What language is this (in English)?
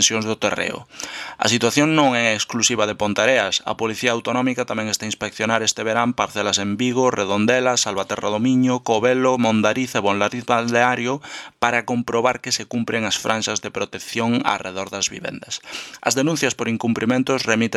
Galician